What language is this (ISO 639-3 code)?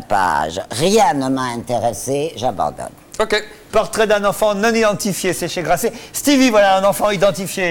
fra